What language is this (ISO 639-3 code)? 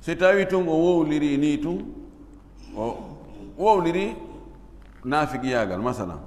ful